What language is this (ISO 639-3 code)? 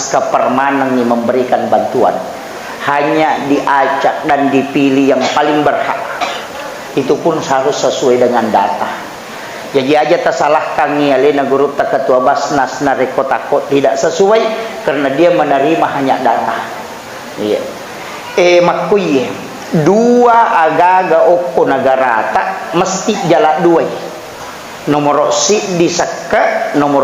bug